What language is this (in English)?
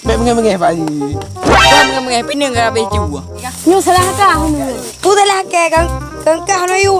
Achinese